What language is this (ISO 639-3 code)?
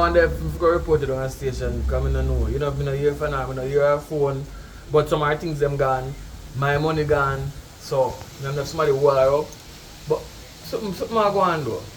jam